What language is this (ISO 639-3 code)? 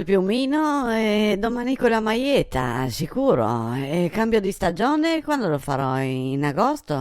vec